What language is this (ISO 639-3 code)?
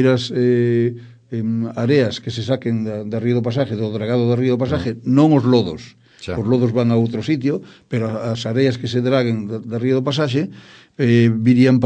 glg